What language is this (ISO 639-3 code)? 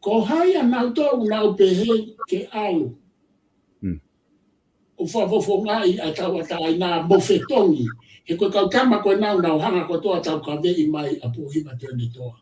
ton